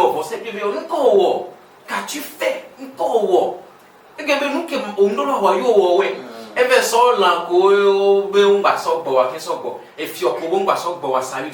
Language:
Ewe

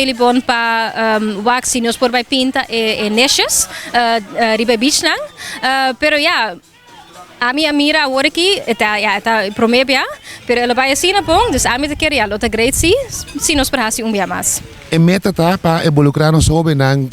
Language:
Papiamento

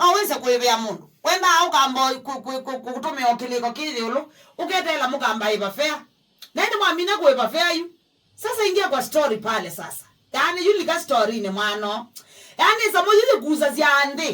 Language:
Kamba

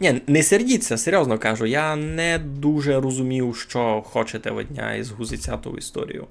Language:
Rusyn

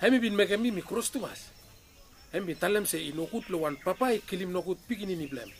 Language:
Bislama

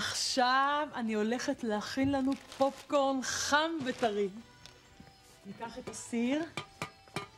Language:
Hebrew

